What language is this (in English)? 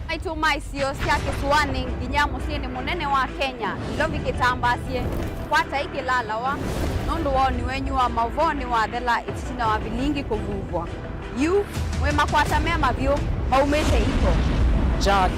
Kamba